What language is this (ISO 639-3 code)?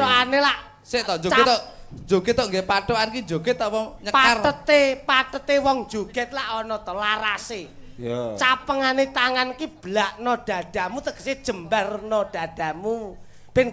jav